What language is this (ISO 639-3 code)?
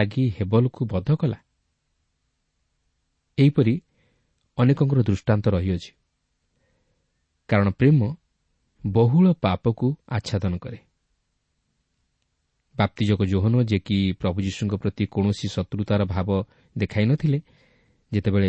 ori